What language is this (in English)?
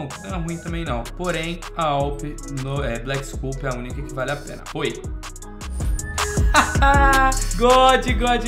Portuguese